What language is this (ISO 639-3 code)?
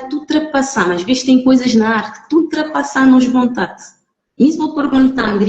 kea